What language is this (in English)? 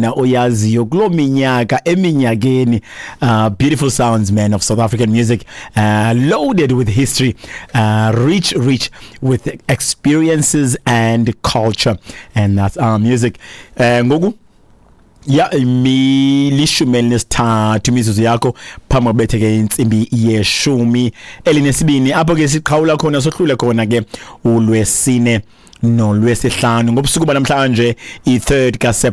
Xhosa